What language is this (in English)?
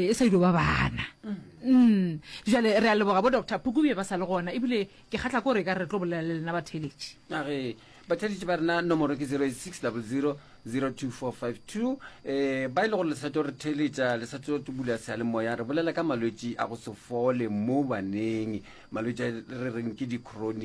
Northern Sotho